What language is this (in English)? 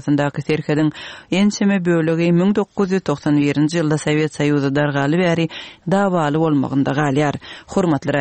Kyrgyz